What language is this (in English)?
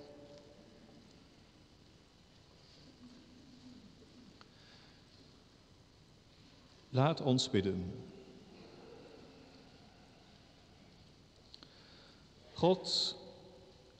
Dutch